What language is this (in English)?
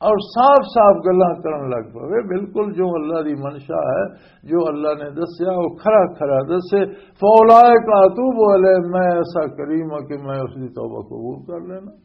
Western Panjabi